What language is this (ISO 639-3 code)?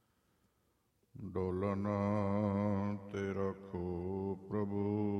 pan